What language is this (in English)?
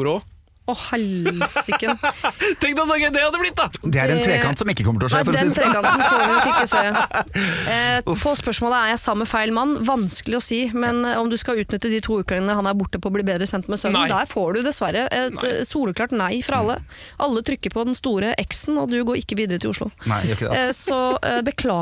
Norwegian